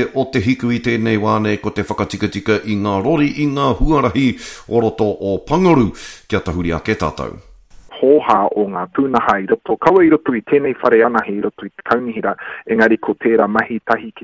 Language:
Māori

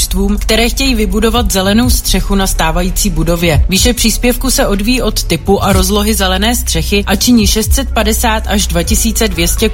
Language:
Czech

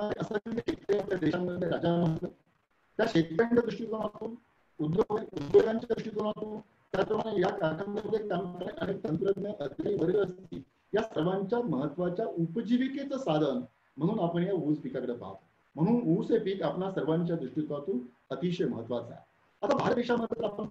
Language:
Marathi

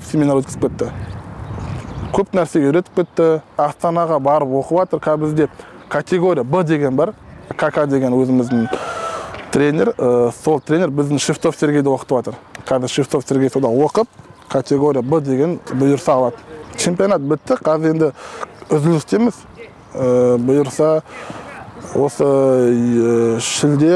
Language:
Kazakh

